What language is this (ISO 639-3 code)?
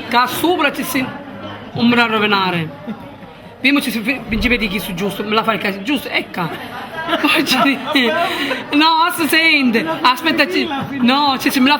scn